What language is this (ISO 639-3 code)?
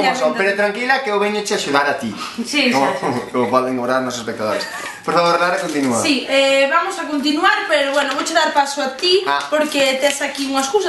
glg